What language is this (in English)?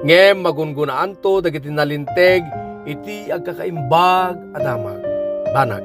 Iloko